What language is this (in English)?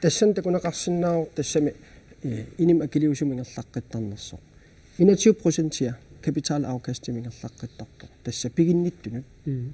Kalaallisut